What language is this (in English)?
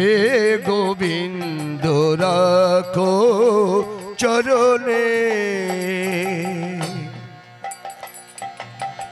Bangla